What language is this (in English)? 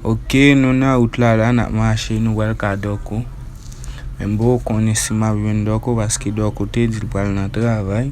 Haitian Creole